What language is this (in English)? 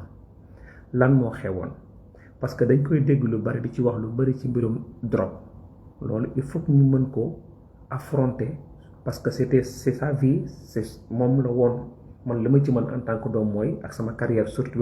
Wolof